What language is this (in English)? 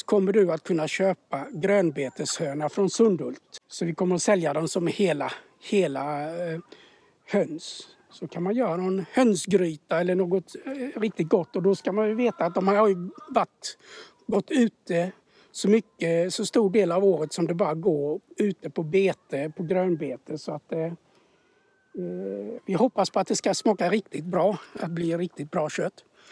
Swedish